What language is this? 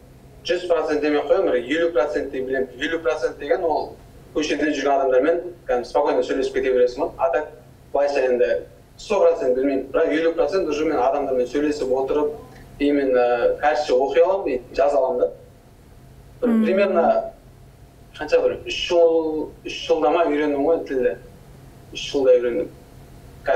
Kazakh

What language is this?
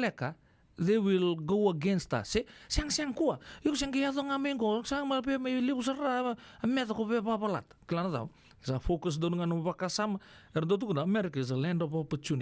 Fijian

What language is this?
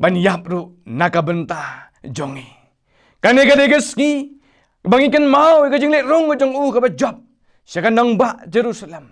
Khasi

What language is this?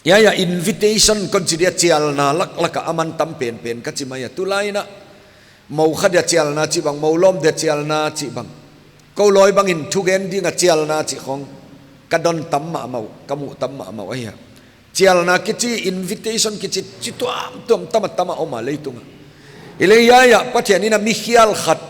Paite Chin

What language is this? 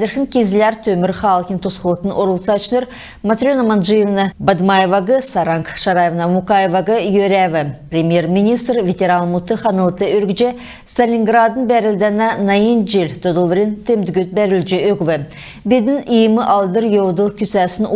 Kalmyk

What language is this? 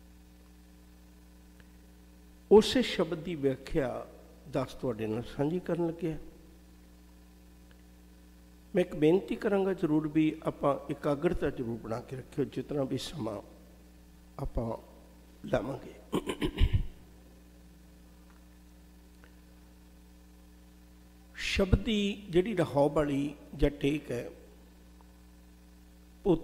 Punjabi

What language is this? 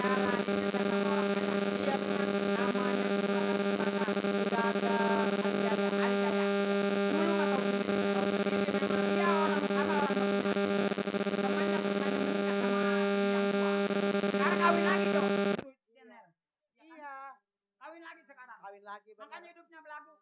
Betawi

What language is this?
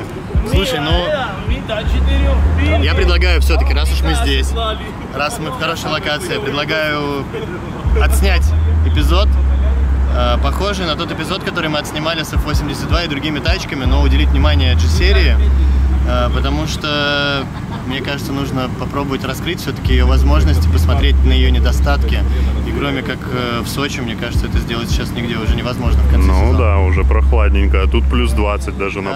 Russian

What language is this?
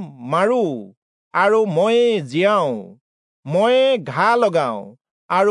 Assamese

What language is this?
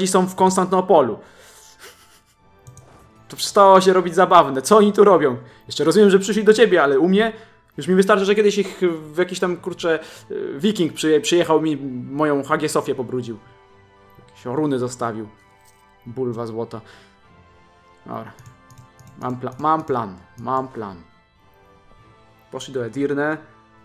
Polish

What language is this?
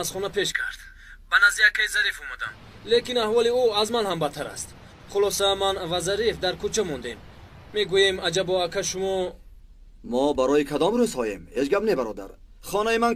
Tajik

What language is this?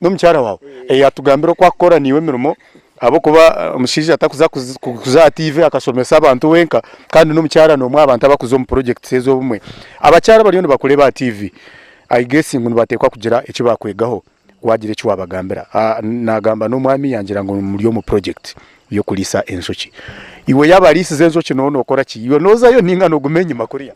Nyankole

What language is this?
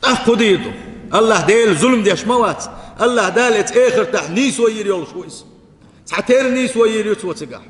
Chechen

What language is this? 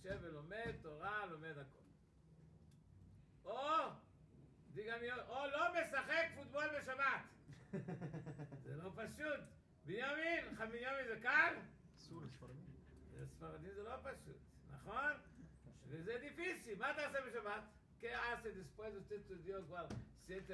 Hebrew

